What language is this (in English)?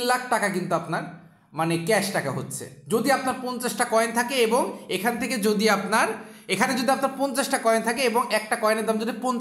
Bangla